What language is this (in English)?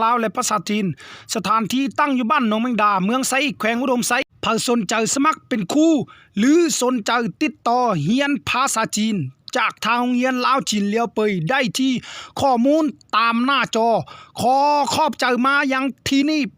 Lao